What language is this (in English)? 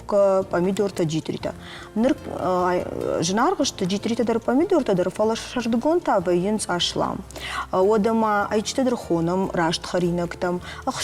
Ossetic